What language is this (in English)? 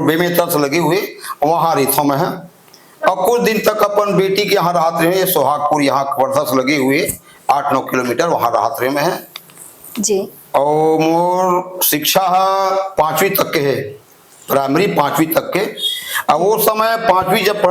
Chhattisgarhi